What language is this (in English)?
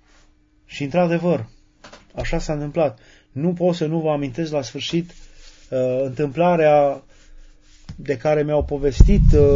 Romanian